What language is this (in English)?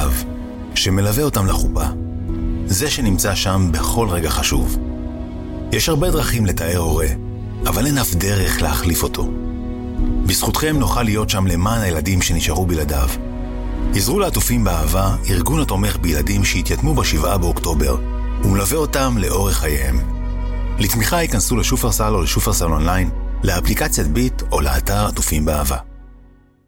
Hebrew